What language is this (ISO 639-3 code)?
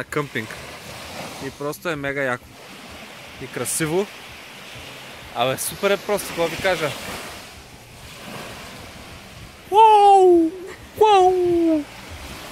bul